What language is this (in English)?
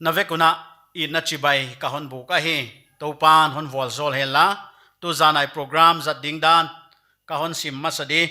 Paite Chin